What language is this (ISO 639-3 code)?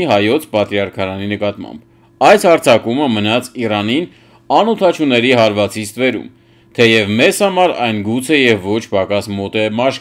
hye